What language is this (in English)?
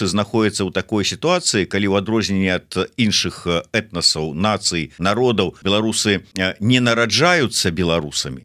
Belarusian